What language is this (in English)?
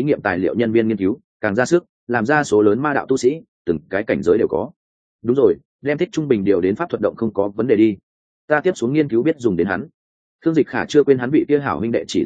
Vietnamese